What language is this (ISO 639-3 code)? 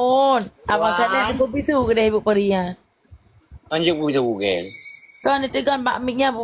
ace